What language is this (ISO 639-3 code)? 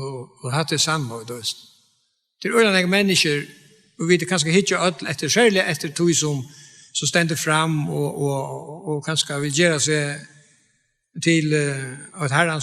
fao